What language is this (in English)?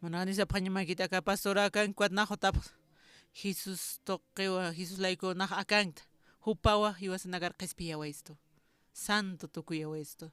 Aymara